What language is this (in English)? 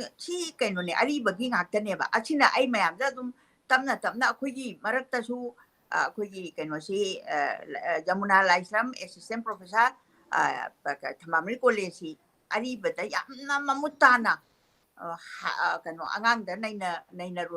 Manipuri